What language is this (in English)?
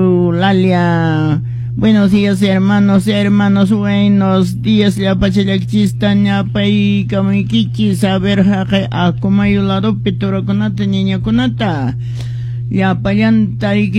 Quechua